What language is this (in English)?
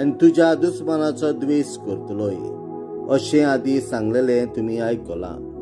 Konkani